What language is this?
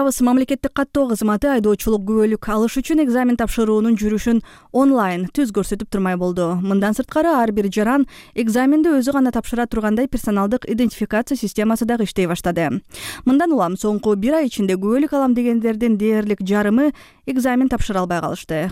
Kyrgyz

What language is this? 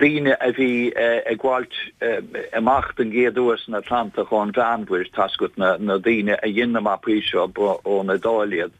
Irish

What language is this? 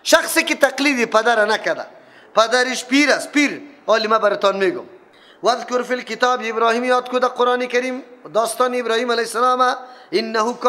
Persian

